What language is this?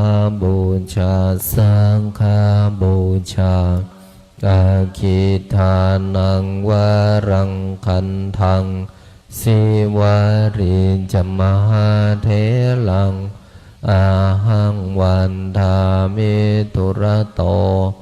Pali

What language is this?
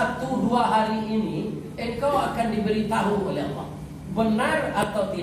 Minangkabau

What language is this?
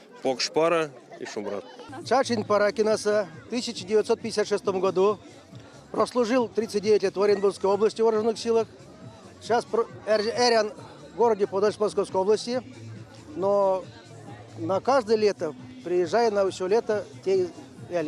Erzya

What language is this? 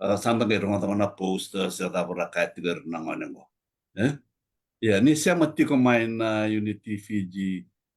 Fijian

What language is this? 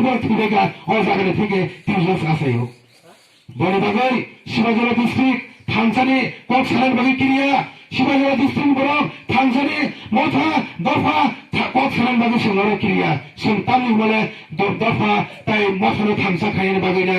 Kok Borok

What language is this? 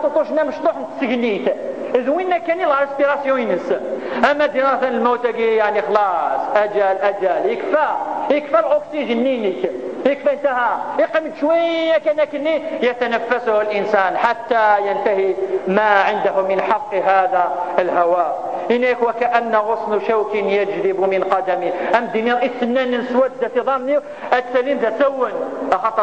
Kabyle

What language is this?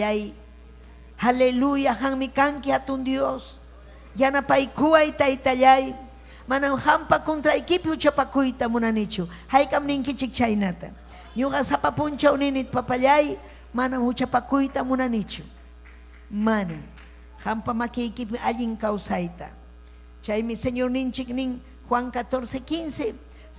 Ayacucho Quechua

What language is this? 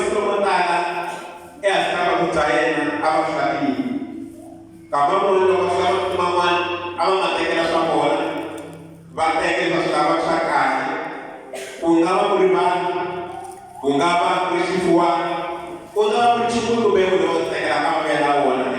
Tsonga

